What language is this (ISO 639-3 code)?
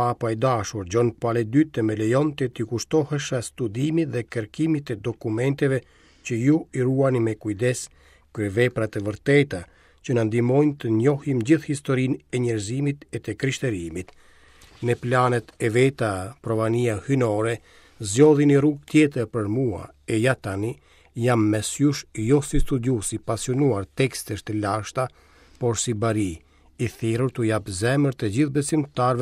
sqi